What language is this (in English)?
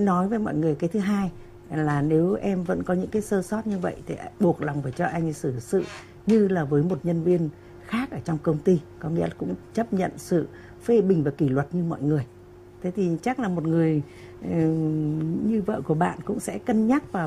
Vietnamese